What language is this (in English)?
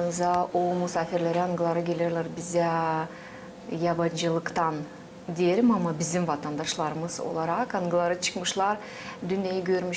Gagauz